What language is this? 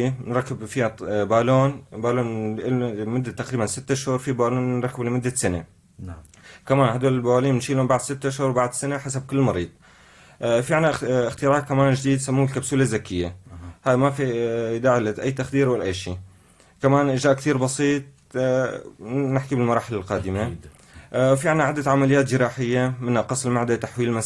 North Levantine Arabic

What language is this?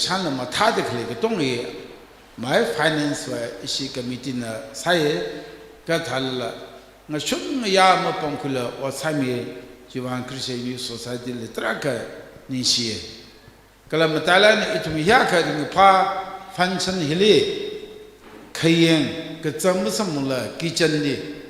Tangkhul Naga (India)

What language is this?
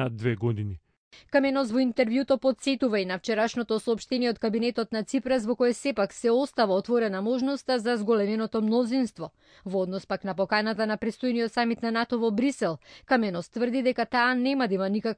Macedonian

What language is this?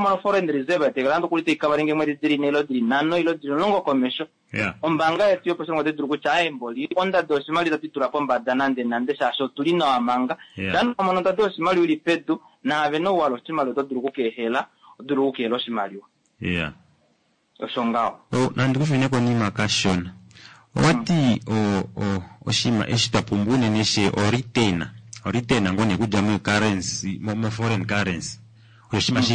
Kuanyama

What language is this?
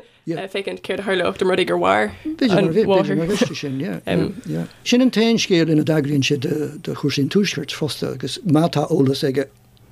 Irish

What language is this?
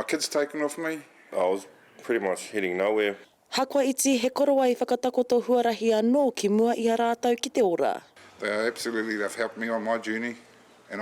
Māori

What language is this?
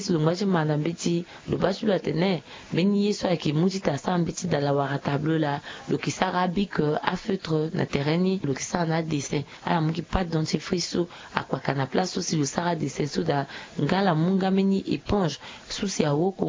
Sango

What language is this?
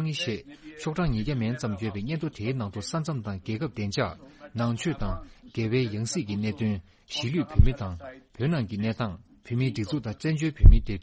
Tibetan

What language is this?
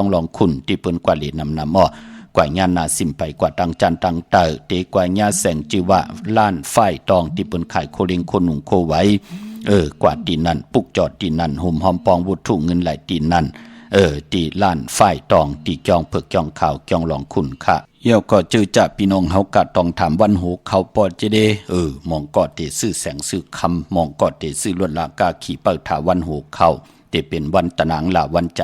Shan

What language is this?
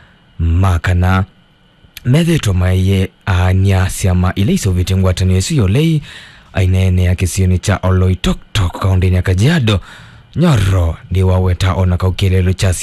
Kamba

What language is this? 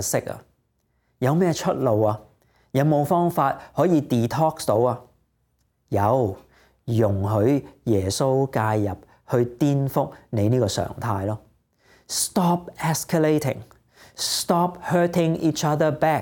Cantonese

